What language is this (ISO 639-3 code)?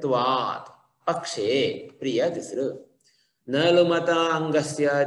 san